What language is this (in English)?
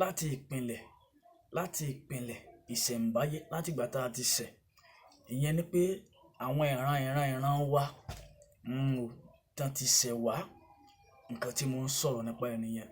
Yoruba